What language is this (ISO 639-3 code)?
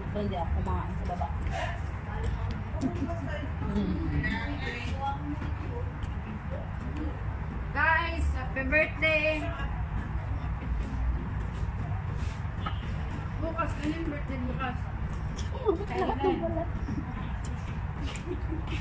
fil